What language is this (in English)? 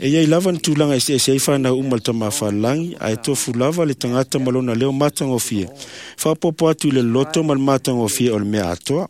Samoan